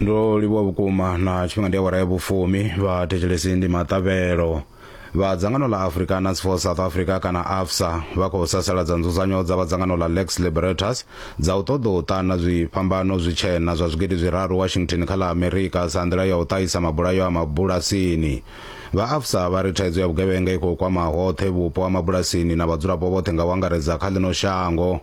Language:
Venda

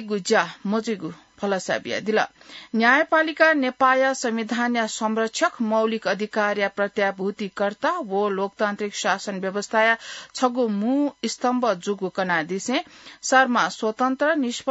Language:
Newari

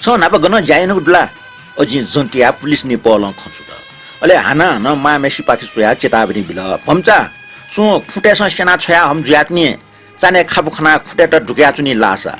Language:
Newari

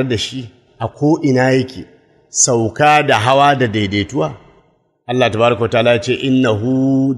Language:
Hausa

